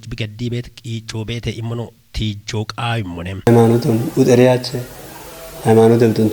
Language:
Kafa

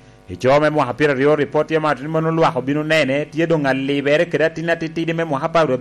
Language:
Lango (Uganda)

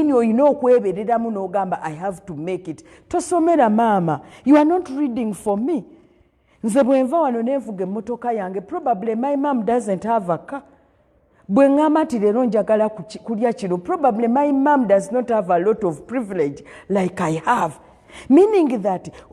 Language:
Ganda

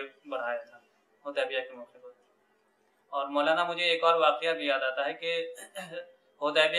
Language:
Urdu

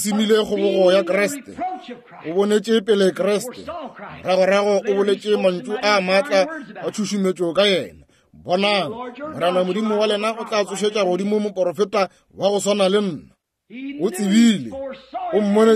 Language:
Northern Sotho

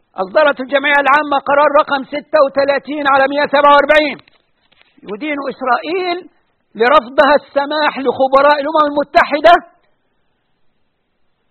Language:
Arabic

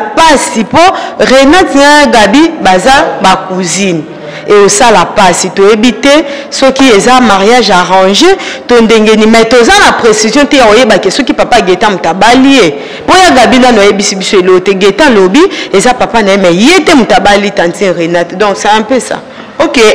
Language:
Lingala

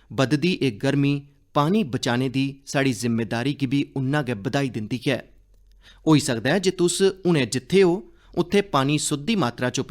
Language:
Dogri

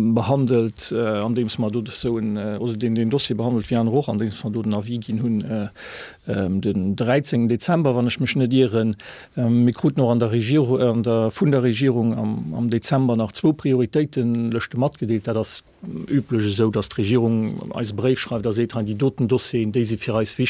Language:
Luxembourgish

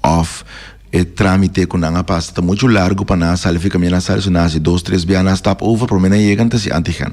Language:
Papiamento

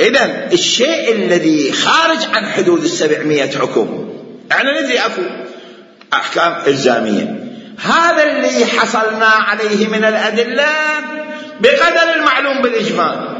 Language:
Mesopotamian Arabic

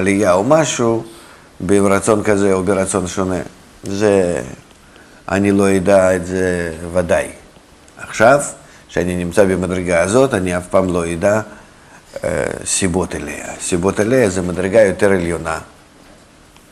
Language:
Hebrew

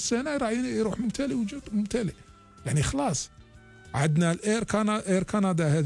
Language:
Algerian Arabic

